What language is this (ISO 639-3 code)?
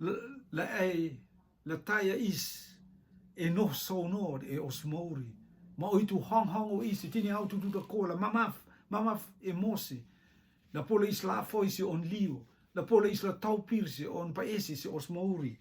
rtm